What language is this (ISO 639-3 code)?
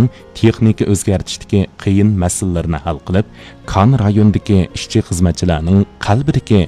uig